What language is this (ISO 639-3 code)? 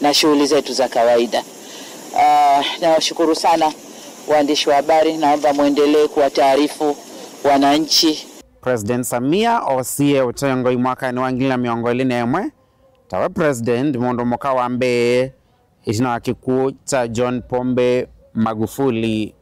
kam